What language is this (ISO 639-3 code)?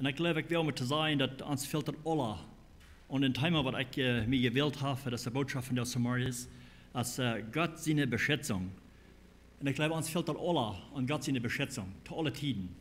pdt